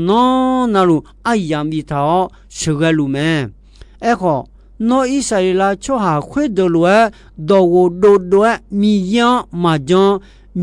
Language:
Akha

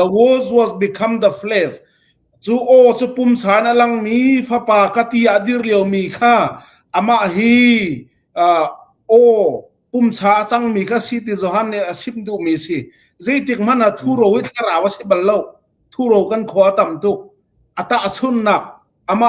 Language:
Hakha Chin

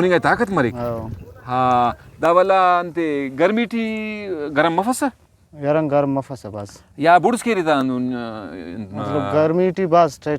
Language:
Brahui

